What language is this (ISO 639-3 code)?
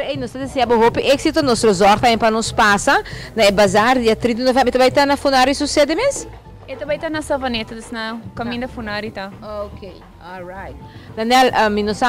pap